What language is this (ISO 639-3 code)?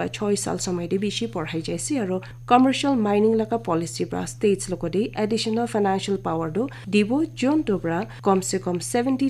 nag